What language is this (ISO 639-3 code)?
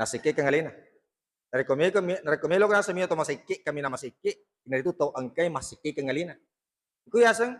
bug